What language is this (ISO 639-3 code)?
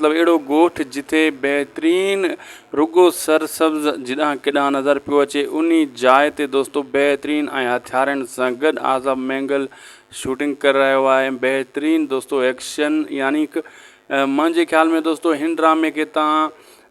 snd